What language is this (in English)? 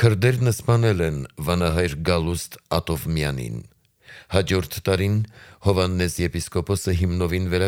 Armenian